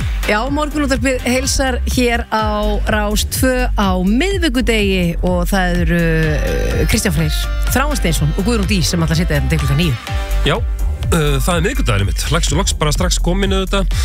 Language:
Icelandic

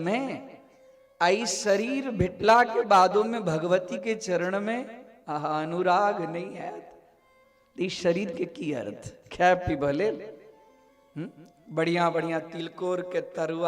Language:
Maithili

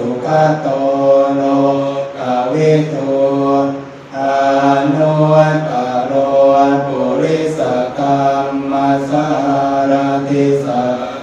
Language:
Pali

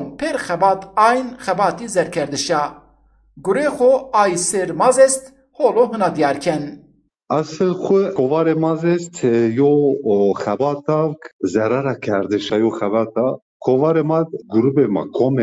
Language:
Zaza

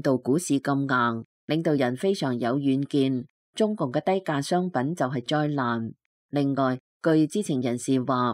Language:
Cantonese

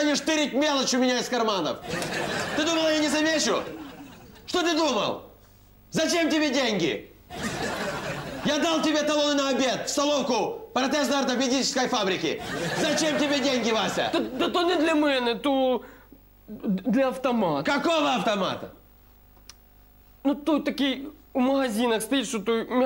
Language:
Russian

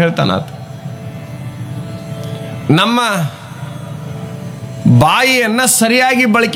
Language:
Kannada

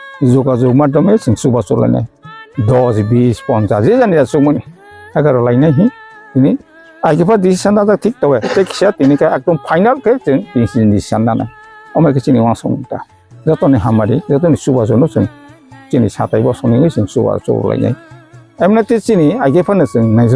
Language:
Kok Borok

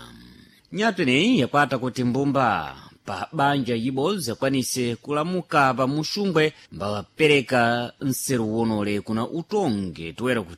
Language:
Sena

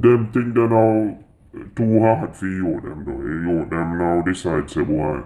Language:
Jamaican Creole English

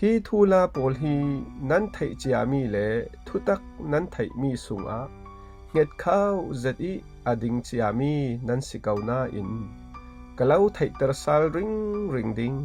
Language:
Falam Chin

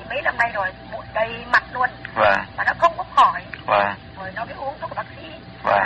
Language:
Vietnamese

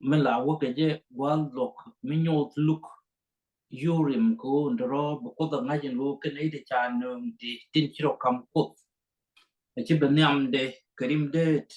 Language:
Nuer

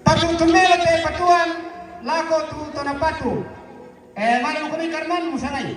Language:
Toraja-Sa'dan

